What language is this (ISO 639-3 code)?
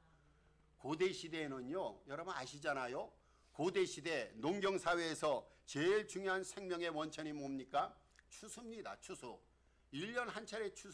kor